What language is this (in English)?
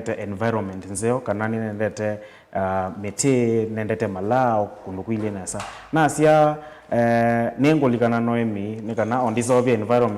Kamba